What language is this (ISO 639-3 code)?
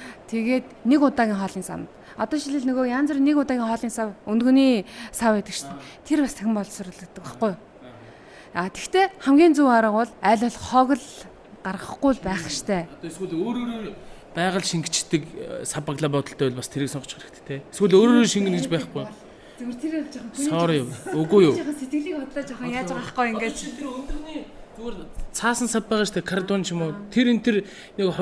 mon